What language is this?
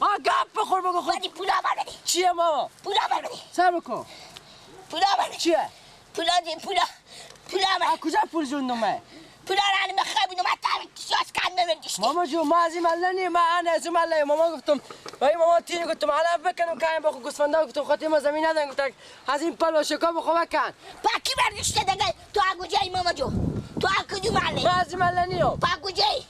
Persian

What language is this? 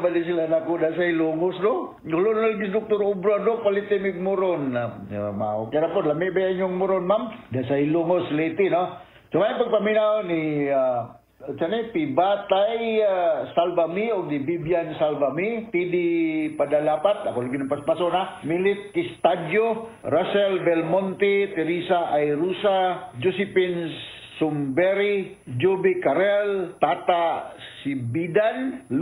Cebuano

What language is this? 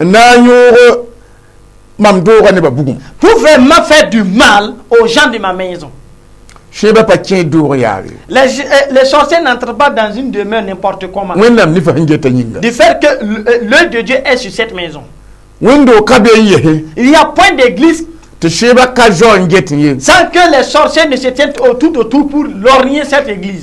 Mossi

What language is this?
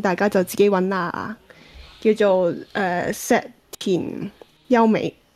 Cantonese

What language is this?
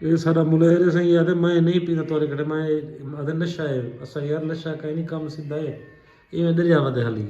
Saraiki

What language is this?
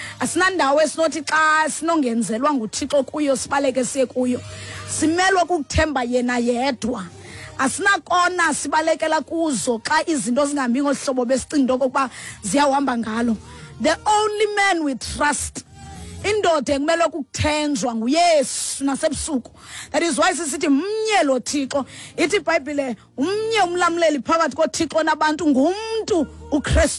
Xhosa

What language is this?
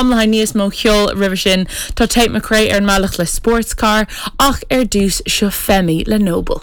Irish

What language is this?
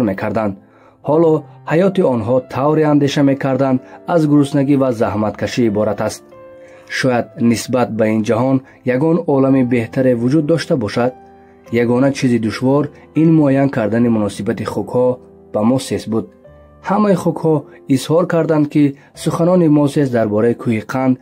Tajik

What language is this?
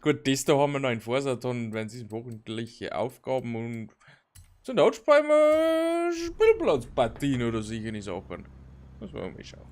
Bavarian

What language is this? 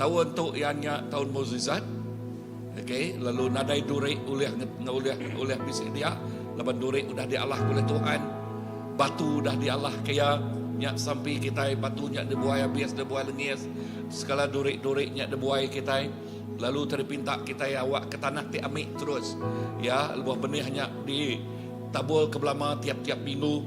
Iban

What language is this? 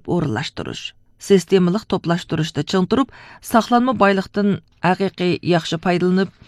Uyghur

